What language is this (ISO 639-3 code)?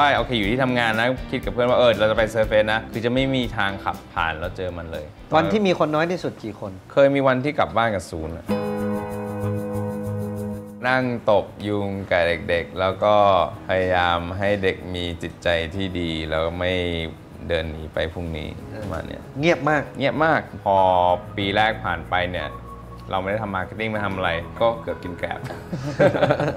tha